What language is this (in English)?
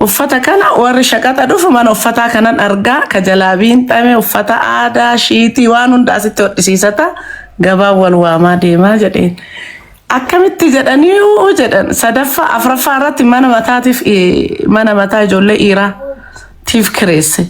Oromo